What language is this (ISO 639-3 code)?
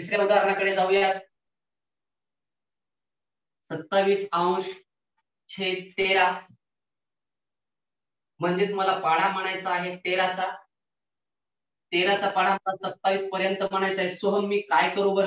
mar